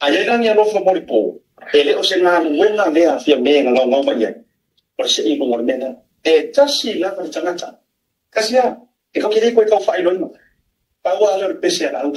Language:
Samoan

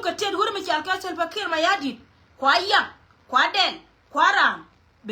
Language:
Nuer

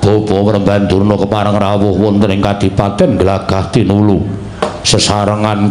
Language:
Javanese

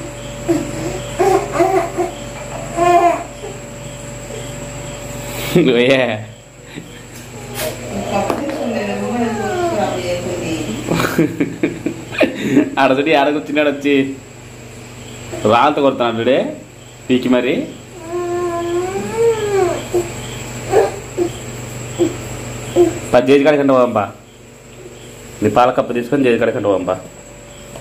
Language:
Telugu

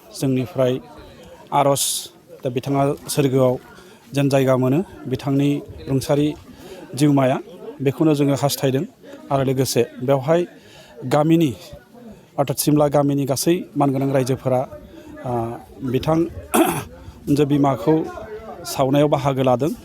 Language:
Bodo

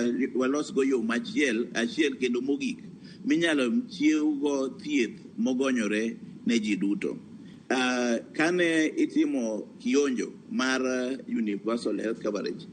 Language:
Luo (Kenya and Tanzania)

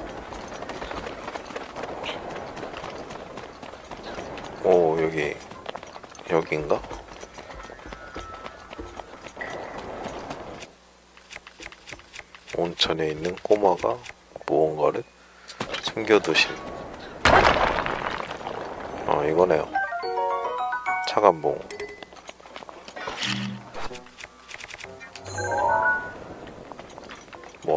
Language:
Korean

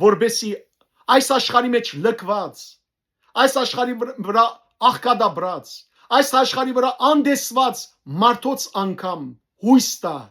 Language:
Western Armenian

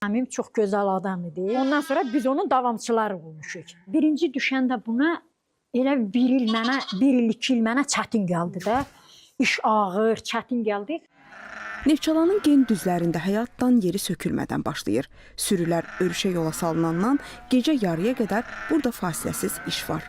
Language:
Azerbaijani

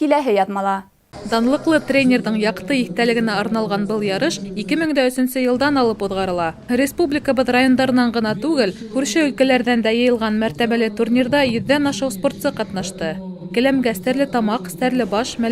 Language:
Bashkir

